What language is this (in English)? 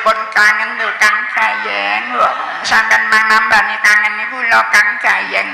Javanese